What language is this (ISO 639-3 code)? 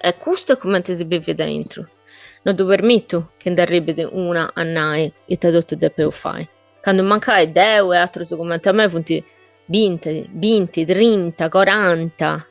srd